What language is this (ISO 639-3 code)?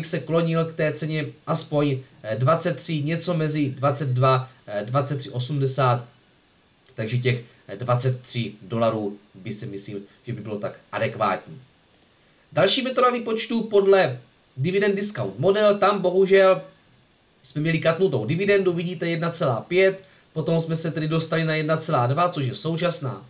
ces